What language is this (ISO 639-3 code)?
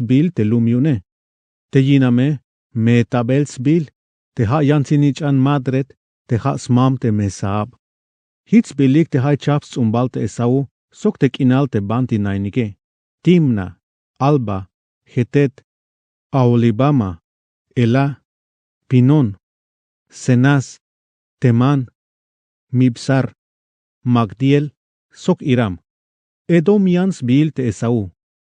tzh